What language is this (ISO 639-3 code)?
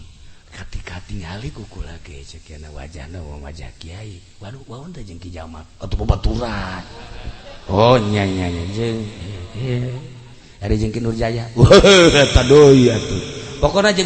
sun